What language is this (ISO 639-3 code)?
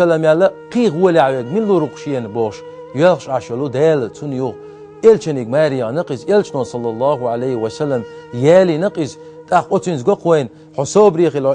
che